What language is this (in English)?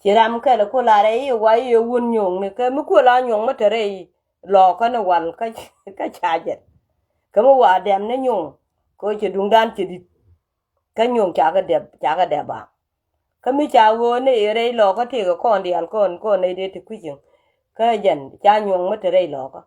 Nuer